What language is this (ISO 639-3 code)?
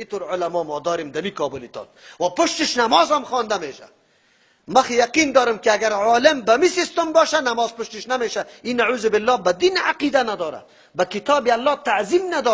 fas